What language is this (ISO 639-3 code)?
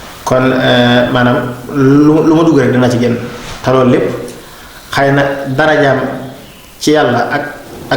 wol